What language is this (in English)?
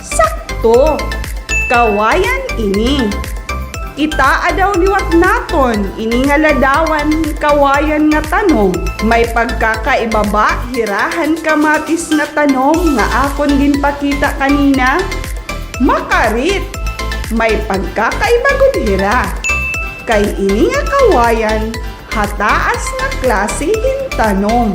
Waray